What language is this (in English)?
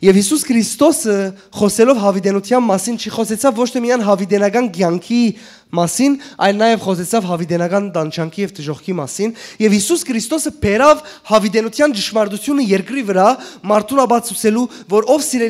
Western Armenian